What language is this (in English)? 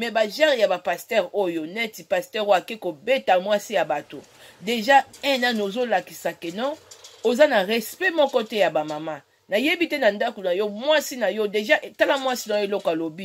Lingala